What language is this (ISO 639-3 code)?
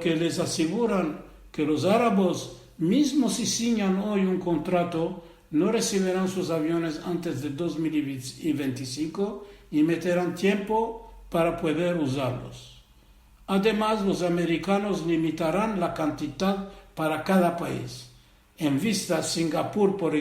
lad